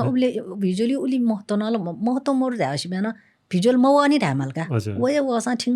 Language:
Newari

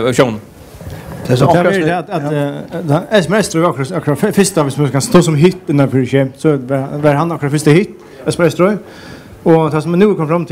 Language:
Faroese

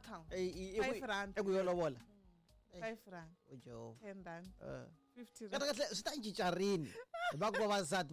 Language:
Tsonga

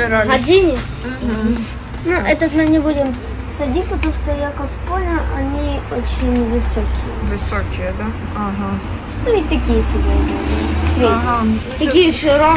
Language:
Russian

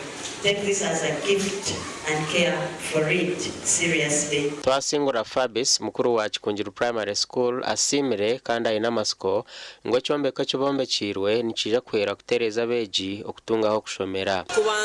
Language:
Nyankole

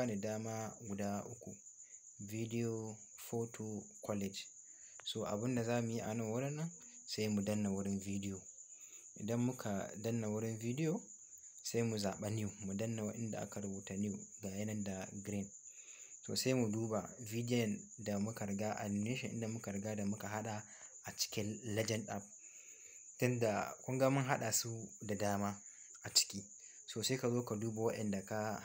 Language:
Hausa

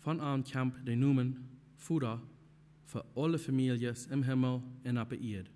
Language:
Plautdietsch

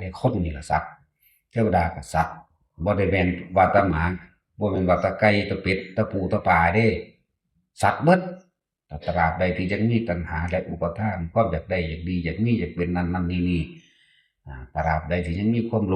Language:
Northeastern Thai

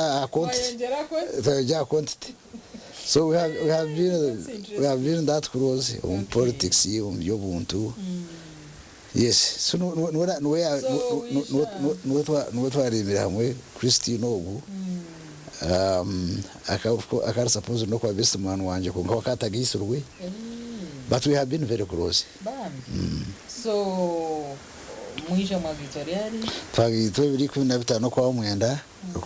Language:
Nyankole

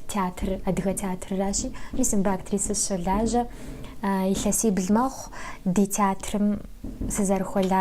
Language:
Kabardian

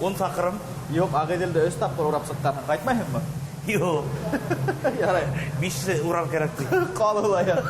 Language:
Bashkir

